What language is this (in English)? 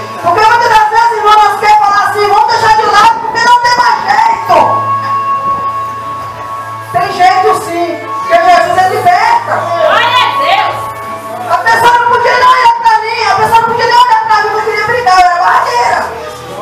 Portuguese